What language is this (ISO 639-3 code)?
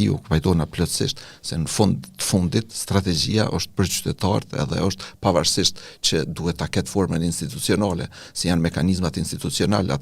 sqi